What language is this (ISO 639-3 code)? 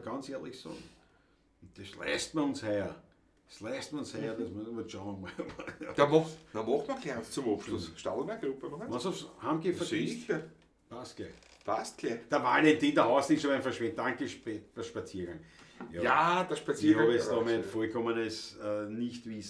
bar